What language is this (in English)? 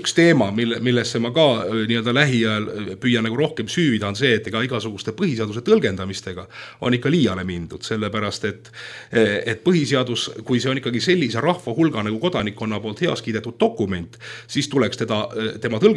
Estonian